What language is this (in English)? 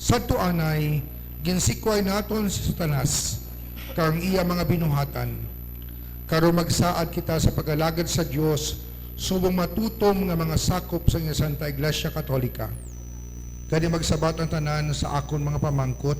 Hiligaynon